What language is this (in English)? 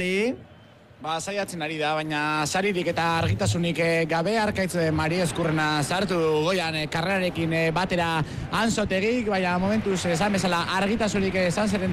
Basque